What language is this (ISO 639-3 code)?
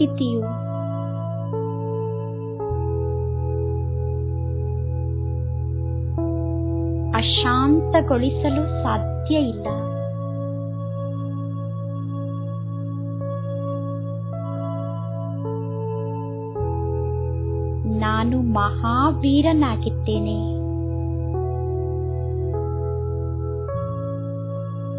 kan